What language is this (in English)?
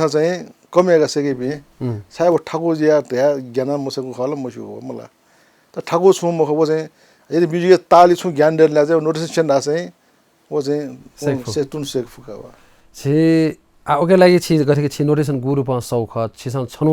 Newari